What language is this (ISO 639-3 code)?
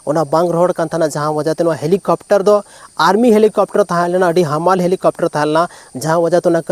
sat